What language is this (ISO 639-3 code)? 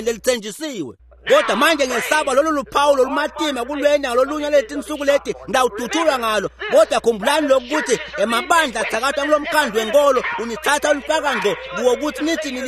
ssw